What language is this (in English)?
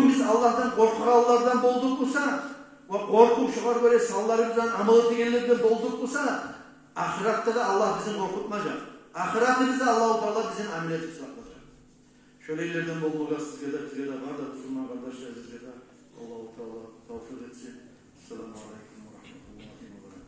Kumyk